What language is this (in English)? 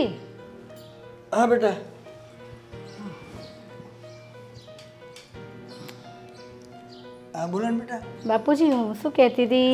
Gujarati